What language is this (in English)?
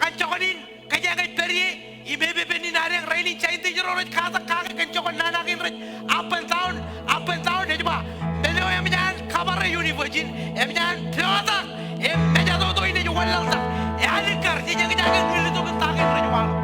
Marshallese